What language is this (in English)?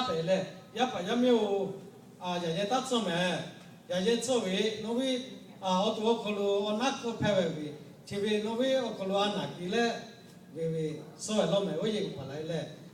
Lahu